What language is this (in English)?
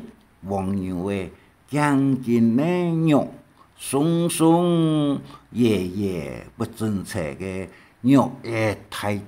Hakka Chinese